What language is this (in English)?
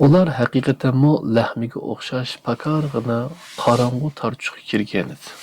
Uyghur